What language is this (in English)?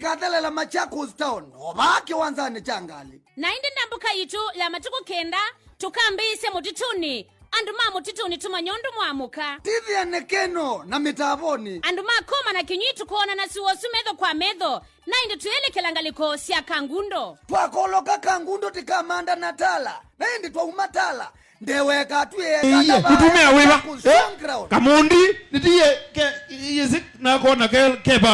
Kamba